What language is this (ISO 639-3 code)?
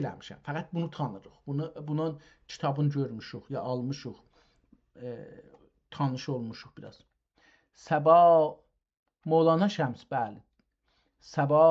azb